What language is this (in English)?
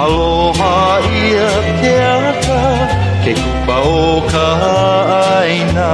Hawaiian